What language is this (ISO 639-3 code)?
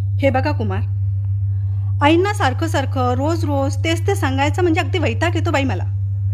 mar